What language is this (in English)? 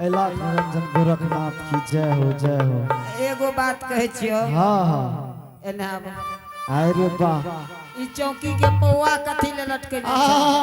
Angika